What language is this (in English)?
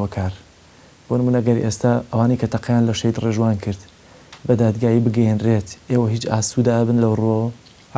Central Kurdish